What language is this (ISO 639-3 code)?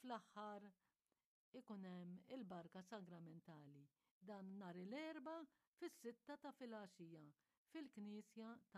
mlt